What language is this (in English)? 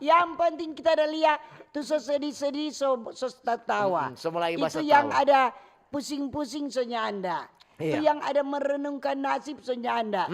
Manado Malay